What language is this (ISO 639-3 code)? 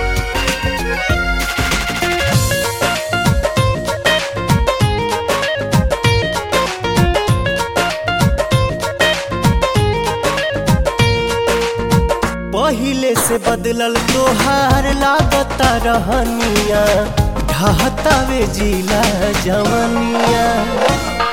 bho